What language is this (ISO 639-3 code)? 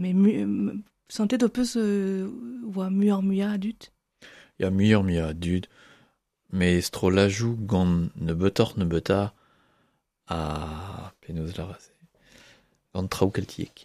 bre